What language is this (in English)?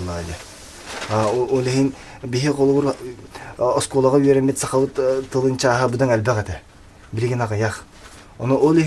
Yakut